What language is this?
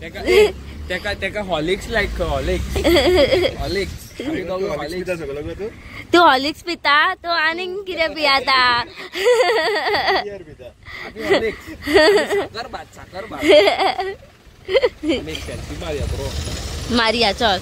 Konkani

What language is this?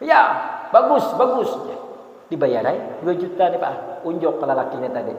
Banjar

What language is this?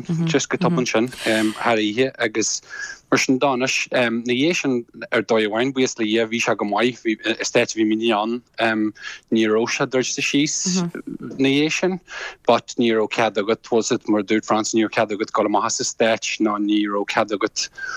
Irish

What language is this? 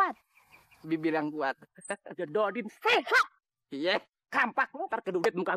Betawi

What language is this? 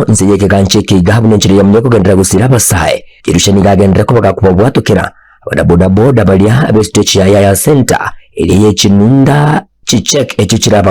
Gusii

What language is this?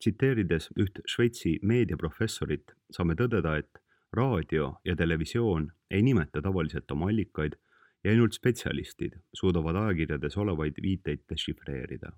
Estonian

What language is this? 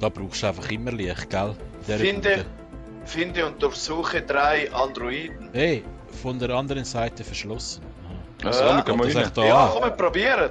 Swiss German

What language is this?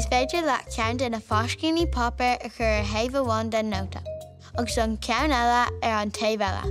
Irish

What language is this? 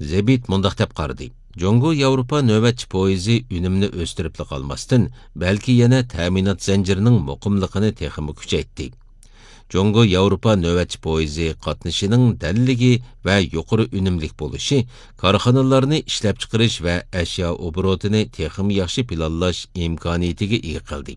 Uyghur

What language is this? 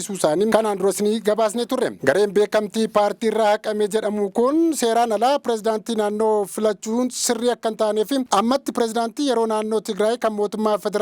Oromo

